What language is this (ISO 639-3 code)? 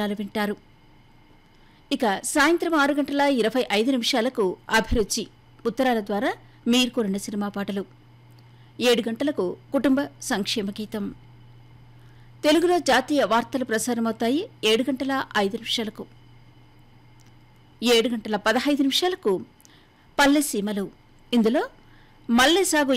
tel